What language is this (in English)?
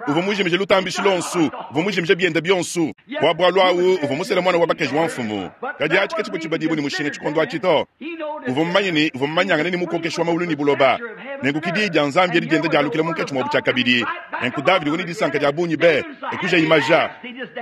Luba-Lulua